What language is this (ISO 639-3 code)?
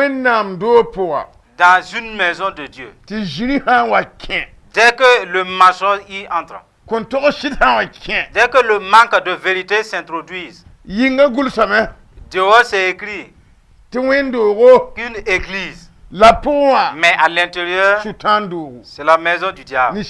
mos